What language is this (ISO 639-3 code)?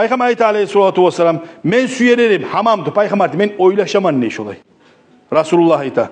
kum